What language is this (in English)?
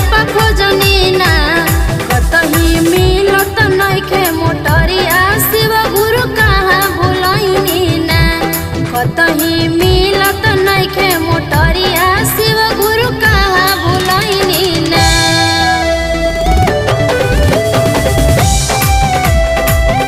Bhojpuri